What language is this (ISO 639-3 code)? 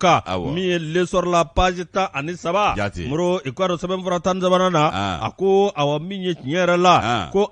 bam